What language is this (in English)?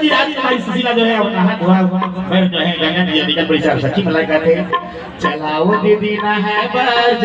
Chhattisgarhi